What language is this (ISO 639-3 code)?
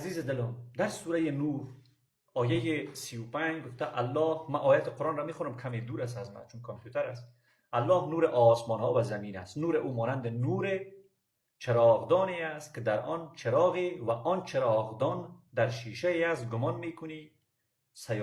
fas